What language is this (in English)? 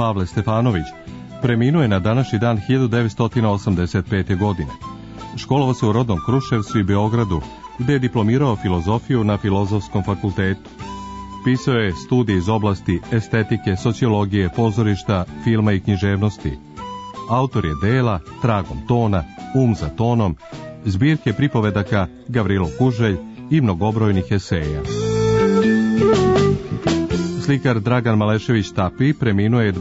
Serbian